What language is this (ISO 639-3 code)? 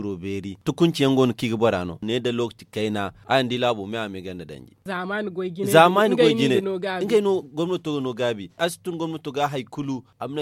dje